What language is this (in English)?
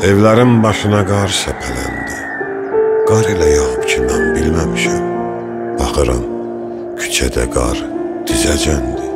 South Azerbaijani